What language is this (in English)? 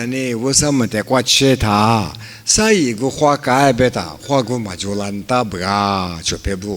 Lisu